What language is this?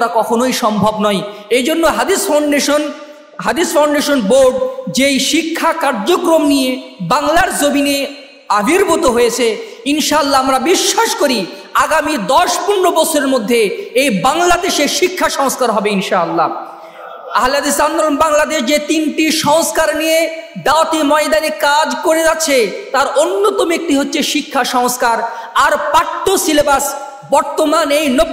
Bangla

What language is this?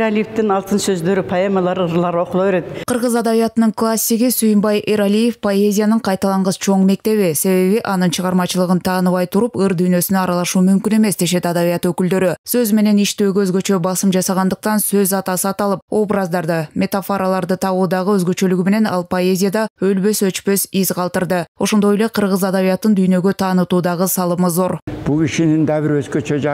Kyrgyz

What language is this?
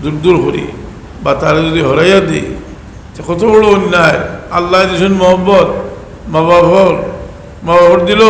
Sylheti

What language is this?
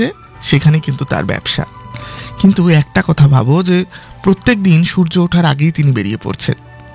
Bangla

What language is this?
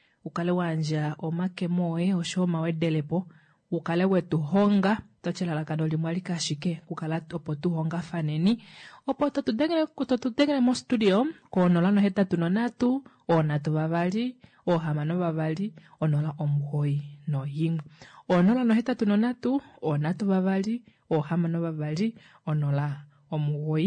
Kuanyama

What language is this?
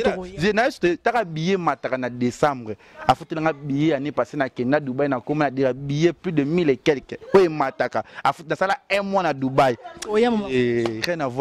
Lingala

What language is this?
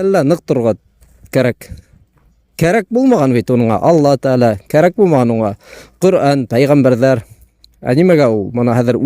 Bashkir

